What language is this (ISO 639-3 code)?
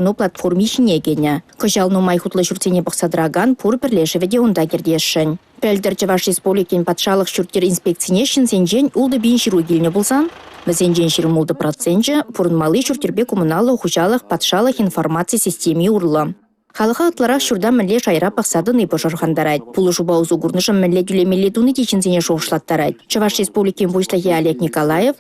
chv